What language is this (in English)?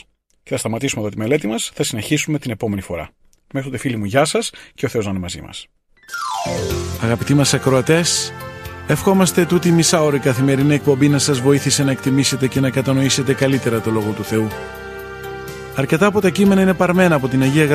Greek